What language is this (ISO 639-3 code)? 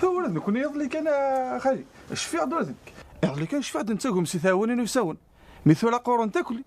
kab